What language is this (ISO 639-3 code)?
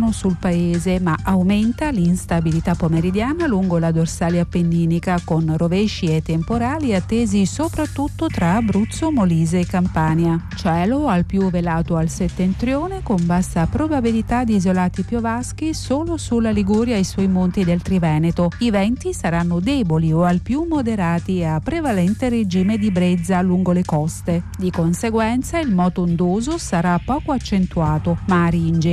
ita